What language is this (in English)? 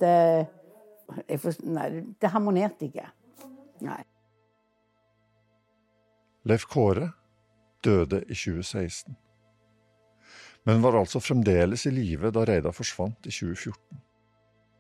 Norwegian